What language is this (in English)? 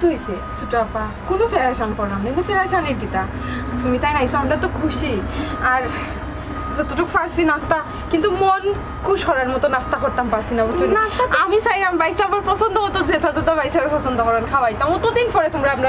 Sylheti